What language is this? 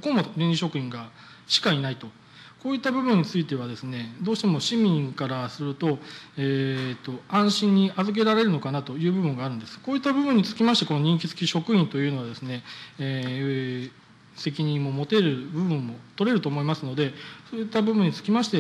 Japanese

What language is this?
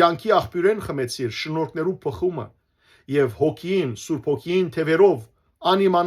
Western Armenian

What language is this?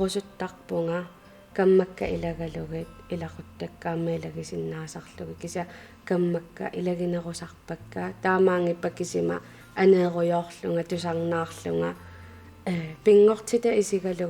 Kalaallisut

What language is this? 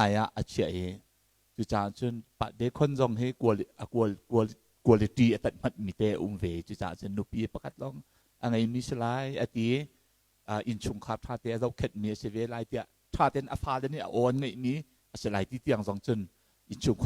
Hakha Chin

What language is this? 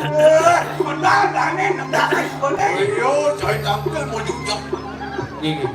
Balinese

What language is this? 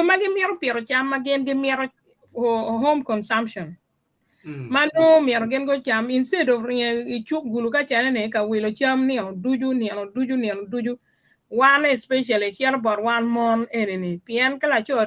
Acoli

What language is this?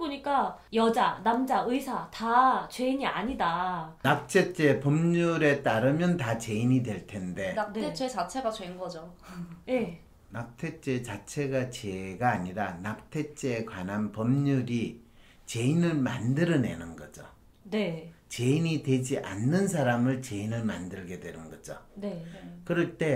Korean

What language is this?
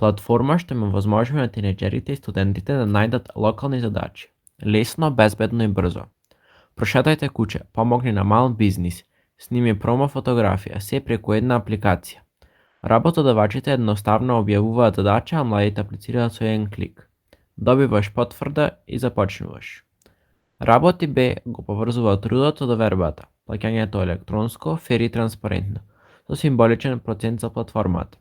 Macedonian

